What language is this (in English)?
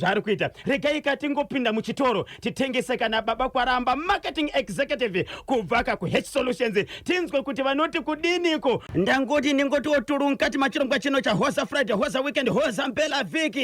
Shona